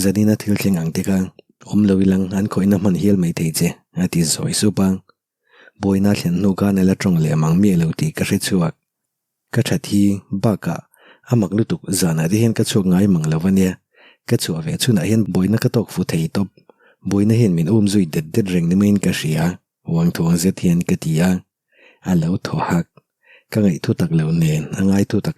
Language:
Mizo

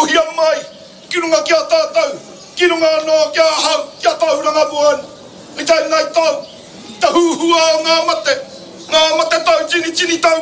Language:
Māori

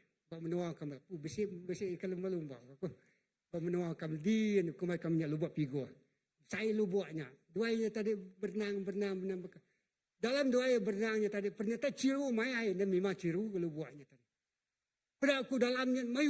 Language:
Iban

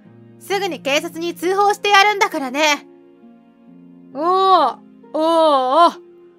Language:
Japanese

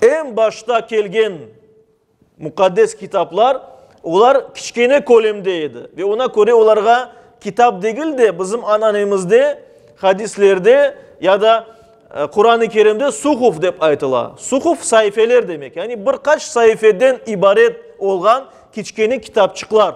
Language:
Crimean Tatar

